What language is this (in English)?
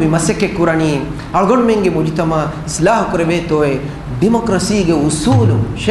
Divehi